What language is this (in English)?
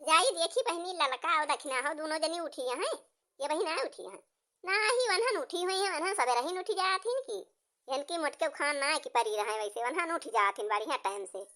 Awadhi